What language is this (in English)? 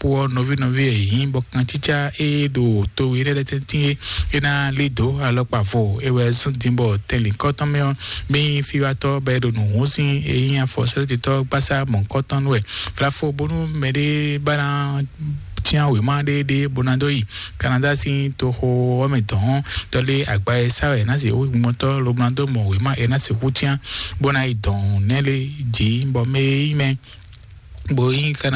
Fon